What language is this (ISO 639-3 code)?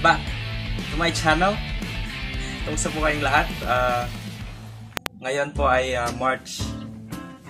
fil